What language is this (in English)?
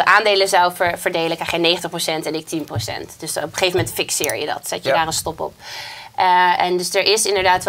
Dutch